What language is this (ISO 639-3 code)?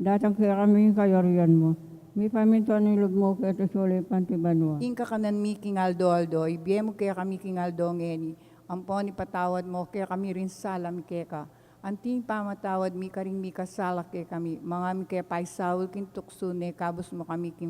pam